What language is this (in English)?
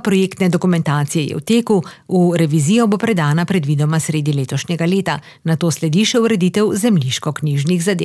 Slovenian